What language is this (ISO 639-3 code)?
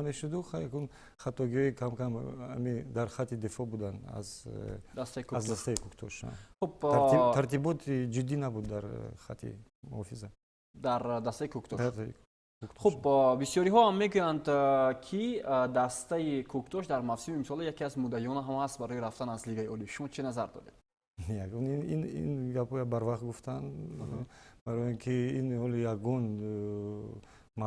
tgk